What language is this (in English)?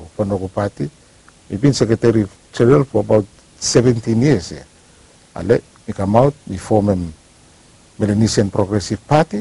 Bislama